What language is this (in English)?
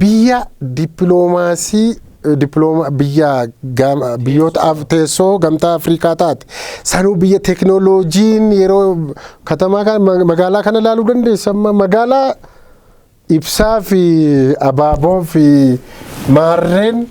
Oromo